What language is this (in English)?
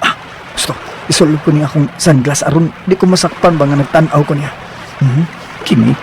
Cebuano